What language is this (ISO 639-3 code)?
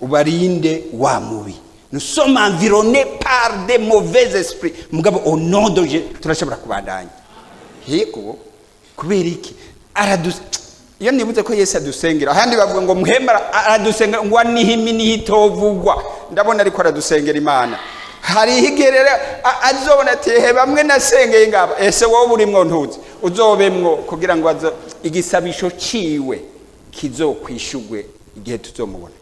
run